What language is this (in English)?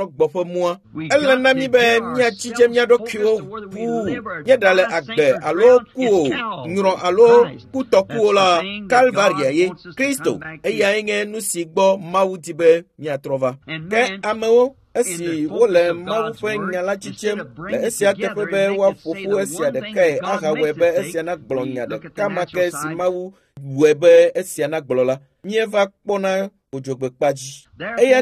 Ewe